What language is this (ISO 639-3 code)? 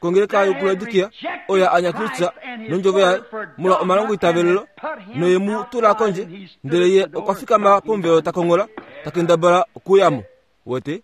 kua